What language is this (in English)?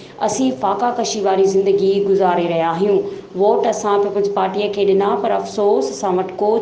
Sindhi